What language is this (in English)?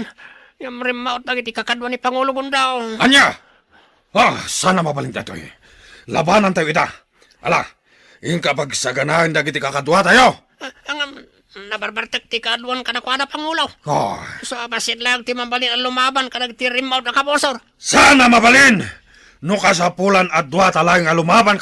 Iloko